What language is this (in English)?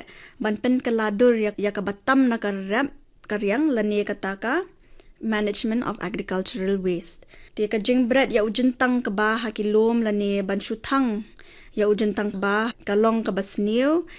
Khasi